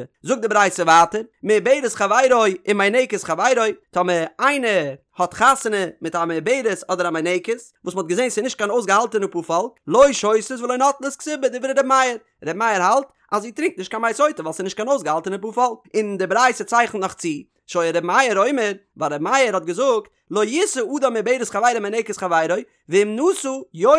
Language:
Yiddish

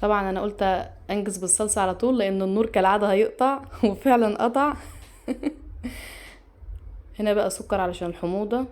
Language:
Egyptian Arabic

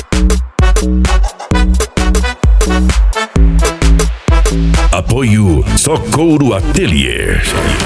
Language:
Portuguese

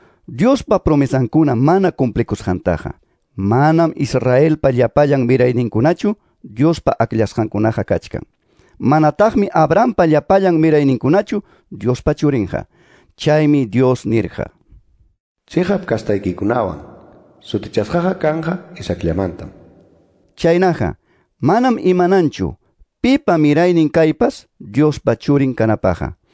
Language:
Quechua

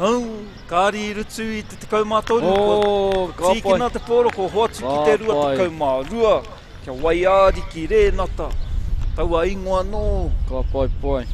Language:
Māori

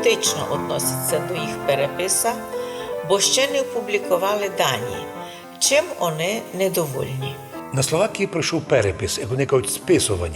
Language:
Rusyn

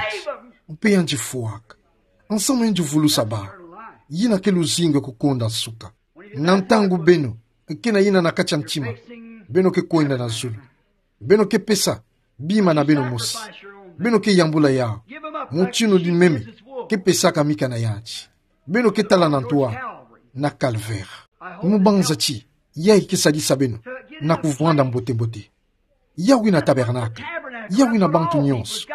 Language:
Kituba (Democratic Republic of Congo)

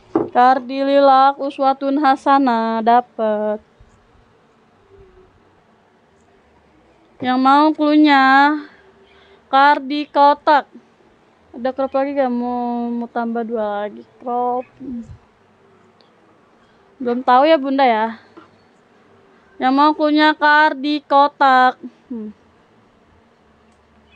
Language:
Indonesian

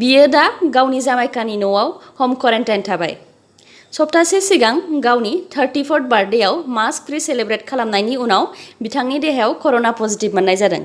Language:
Bodo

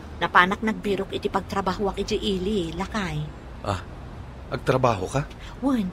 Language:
Iloko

